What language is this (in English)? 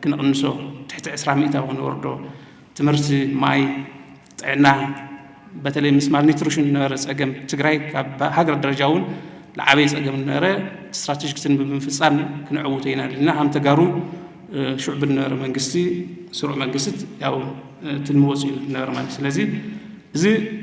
Tigrinya